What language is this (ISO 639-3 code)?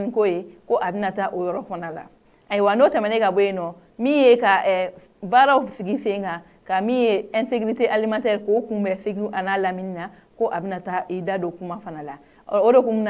bam